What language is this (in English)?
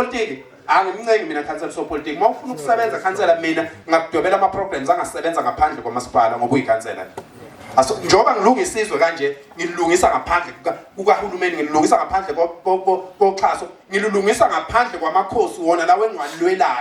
Zulu